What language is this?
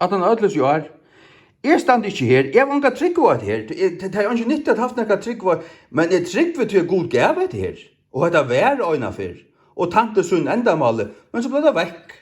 Faroese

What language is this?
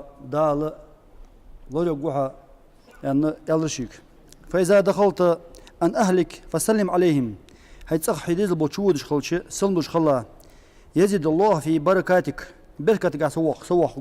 Ingush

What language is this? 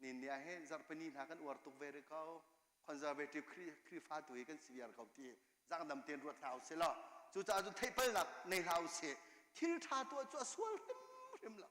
Hakha Chin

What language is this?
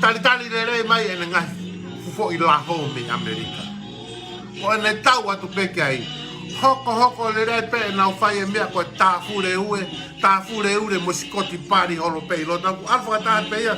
Tongan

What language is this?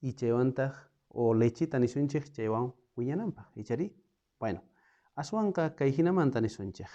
South Bolivian Quechua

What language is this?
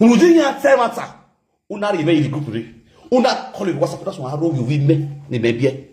Nigerian Pidgin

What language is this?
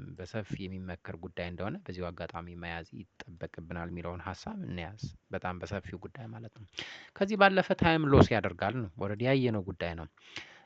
Amharic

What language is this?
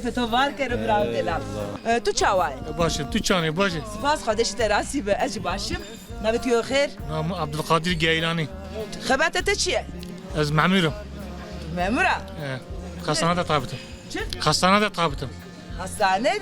Zaza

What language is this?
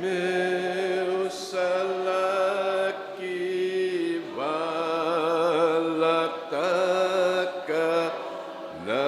Fijian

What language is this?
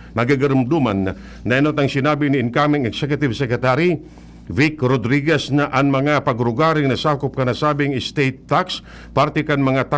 Bikol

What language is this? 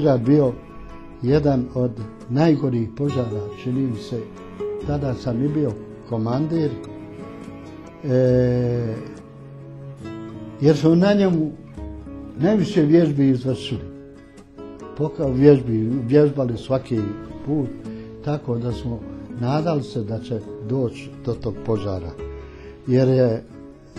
Bosnian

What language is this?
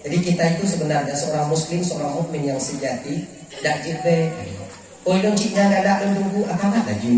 Achinese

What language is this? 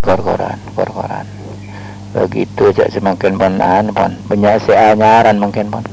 Madurese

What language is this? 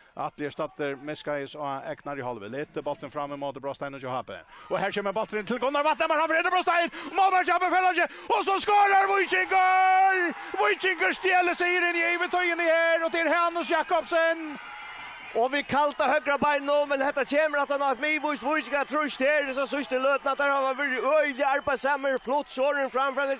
Faroese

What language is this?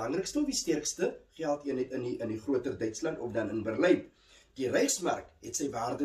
Afrikaans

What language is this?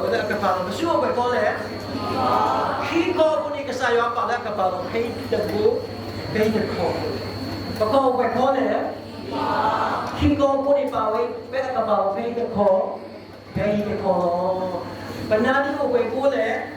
S'gaw Karen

